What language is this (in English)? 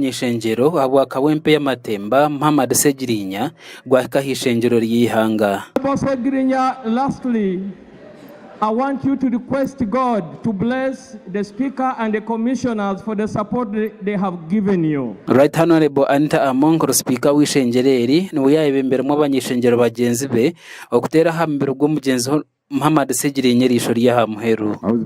Nyankole